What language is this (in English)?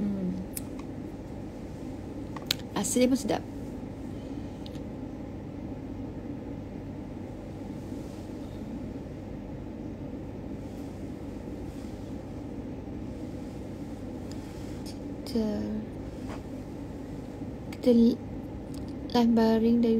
Malay